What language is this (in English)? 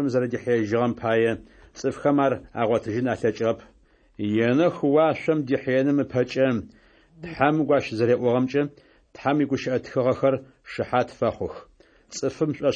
Adyghe